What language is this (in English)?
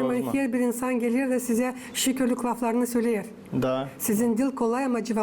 Gagauz